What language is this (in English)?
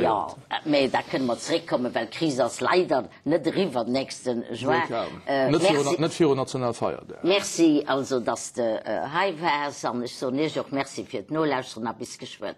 Luxembourgish